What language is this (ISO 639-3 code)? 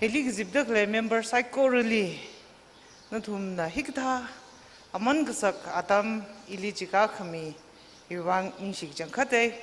nmf